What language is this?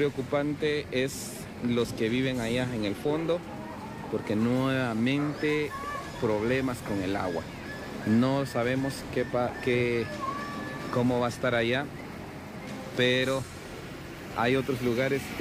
Spanish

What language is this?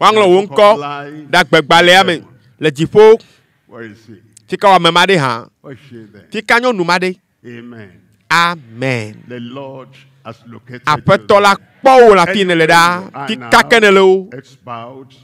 Ewe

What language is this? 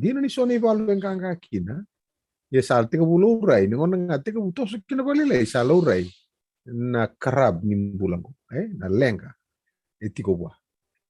Fijian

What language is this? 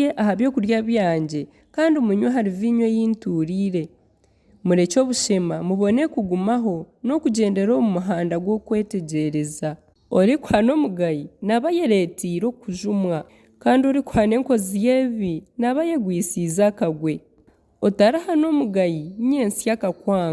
Nyankole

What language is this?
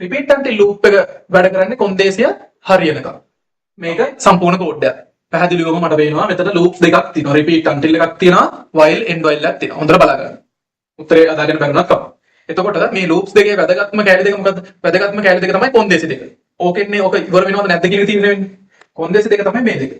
Sinhala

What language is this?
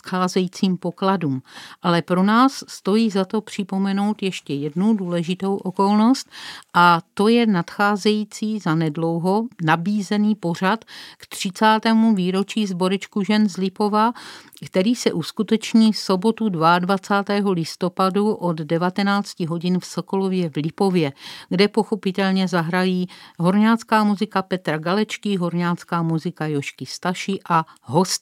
Czech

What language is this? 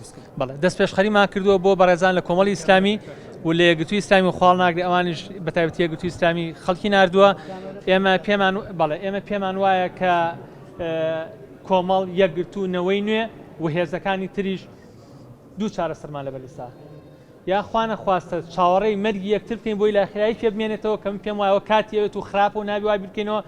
Central Kurdish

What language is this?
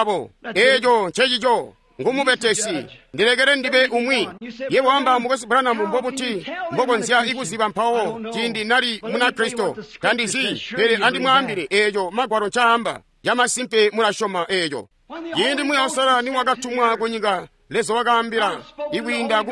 Tonga (Zambia)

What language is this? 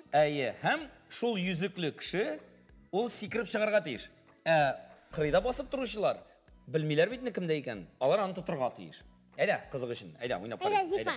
Tatar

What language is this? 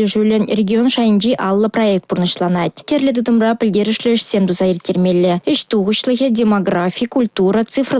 Chuvash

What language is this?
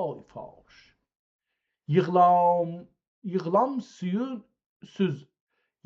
South Azerbaijani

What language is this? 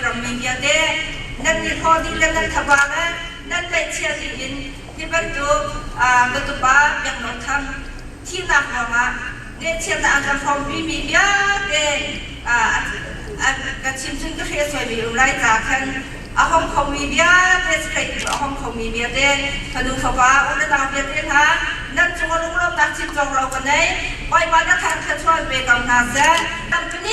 Hakha Chin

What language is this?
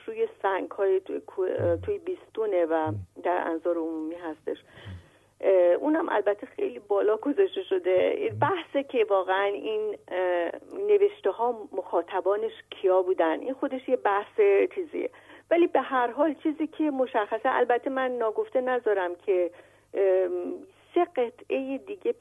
Persian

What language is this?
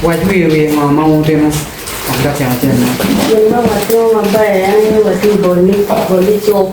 Acoli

